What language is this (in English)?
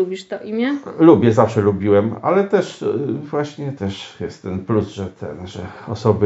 Polish